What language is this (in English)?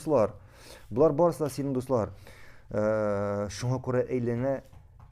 Tatar